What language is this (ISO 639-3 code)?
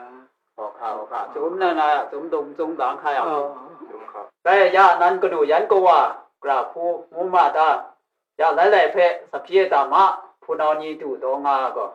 kac